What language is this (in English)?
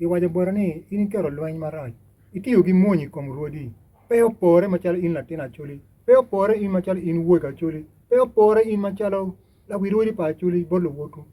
Acoli